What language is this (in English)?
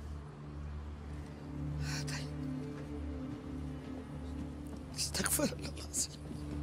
Arabic